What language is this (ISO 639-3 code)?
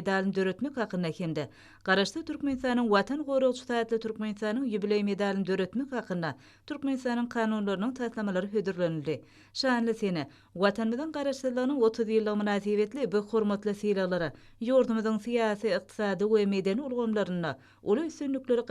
tuk